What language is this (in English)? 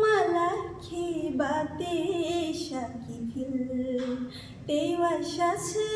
Kok Borok